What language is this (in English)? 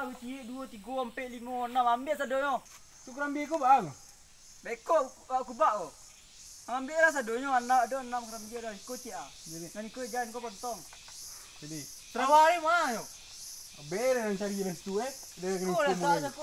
Minangkabau